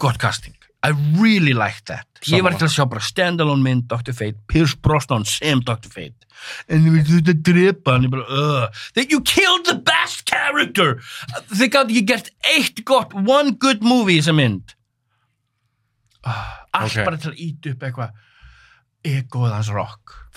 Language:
Icelandic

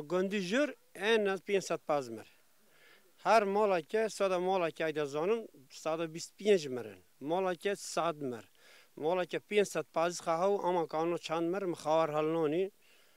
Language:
Kurdish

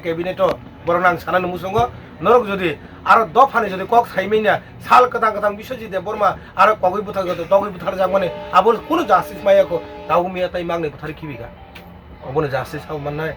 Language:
Kok Borok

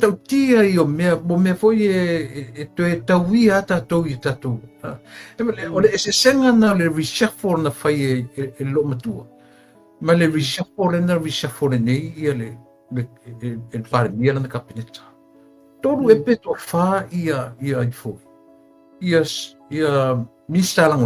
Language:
Samoan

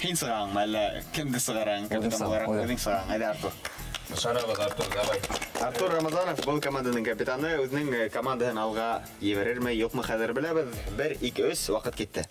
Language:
Bashkir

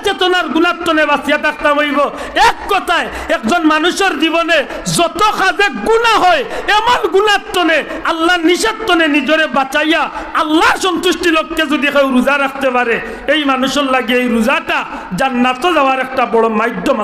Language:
Sylheti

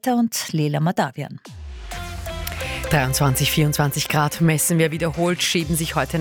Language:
German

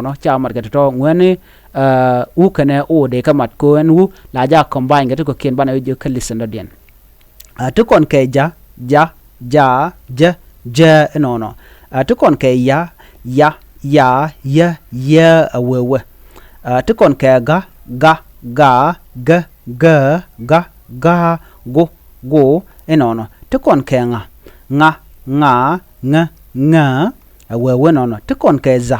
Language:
Nuer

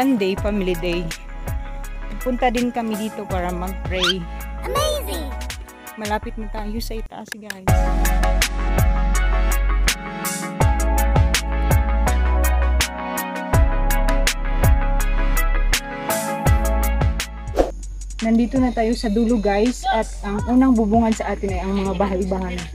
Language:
Filipino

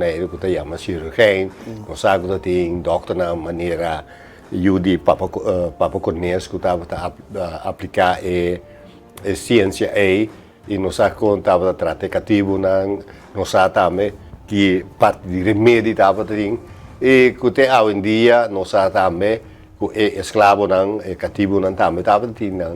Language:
Papiamento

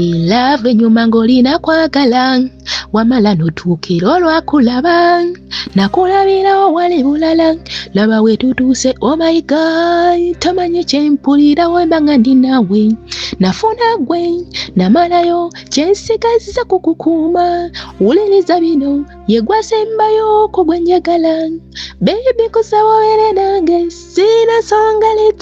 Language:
Ganda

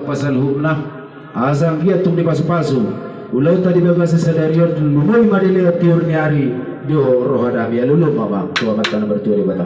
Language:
Batak Toba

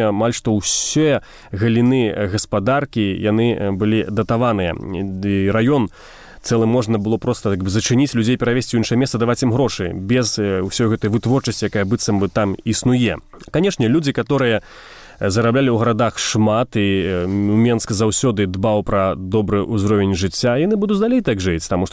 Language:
Belarusian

